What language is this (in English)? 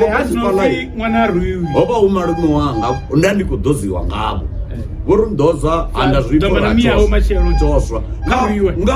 Venda